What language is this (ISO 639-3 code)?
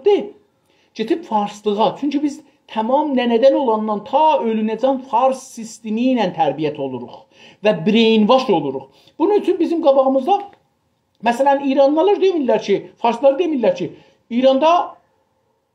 azb